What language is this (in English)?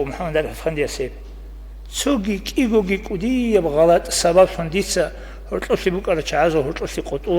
Avaric